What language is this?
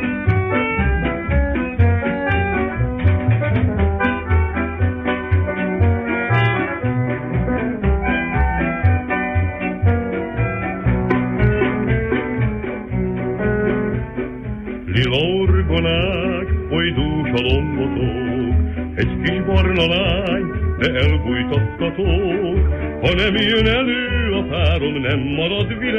Hungarian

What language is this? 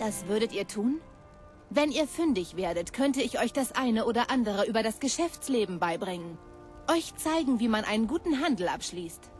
Bavarian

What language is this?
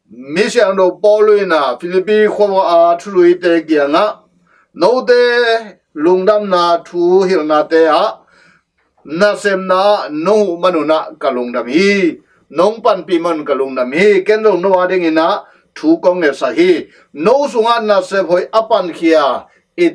Tedim Chin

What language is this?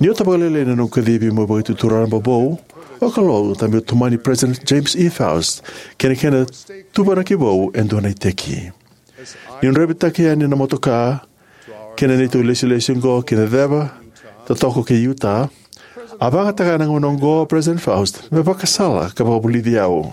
Fijian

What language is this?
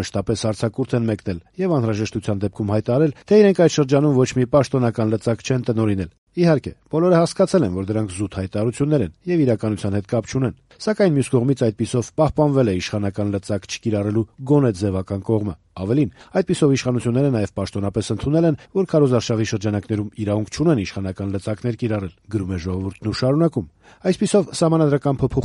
Armenian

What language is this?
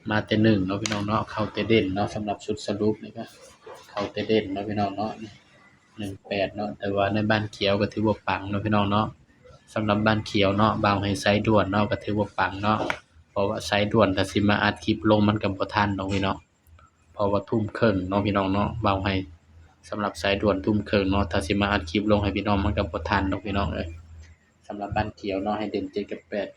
Northeastern Thai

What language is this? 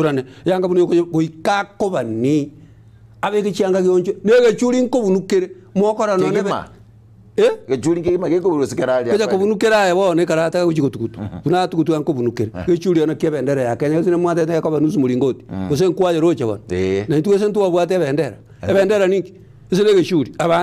Gusii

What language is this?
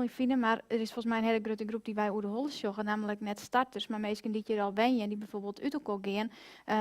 Western Frisian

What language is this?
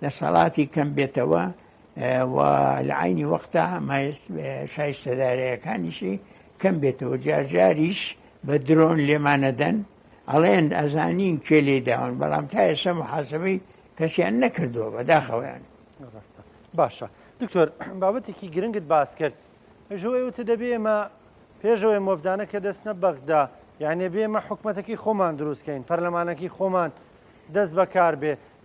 Central Kurdish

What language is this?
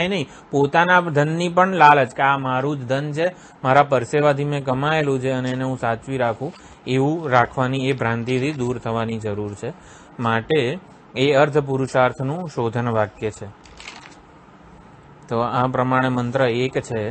Gujarati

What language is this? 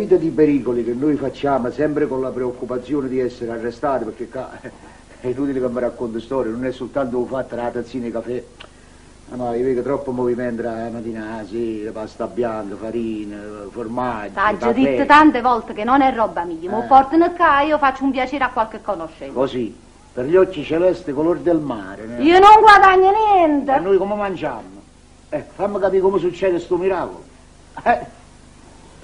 Neapolitan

